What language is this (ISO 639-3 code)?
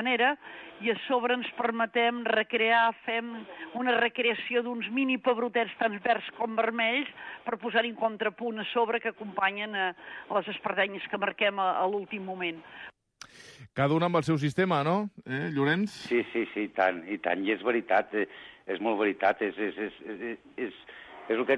cat